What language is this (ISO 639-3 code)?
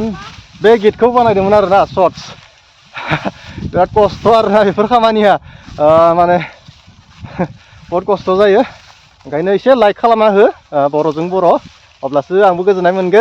brx